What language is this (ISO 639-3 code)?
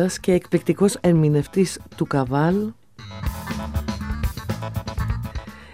ell